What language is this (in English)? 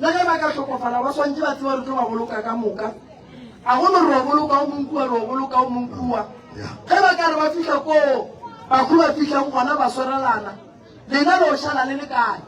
Northern Sotho